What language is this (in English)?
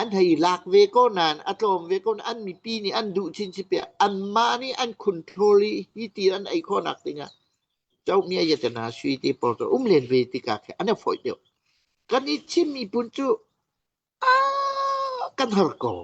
Hakha Chin